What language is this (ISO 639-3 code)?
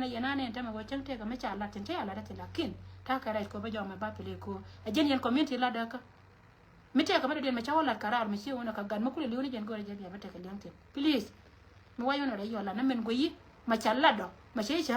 nus